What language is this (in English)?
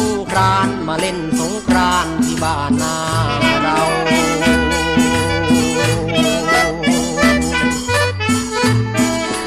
Thai